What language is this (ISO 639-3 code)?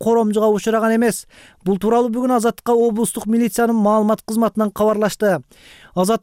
kir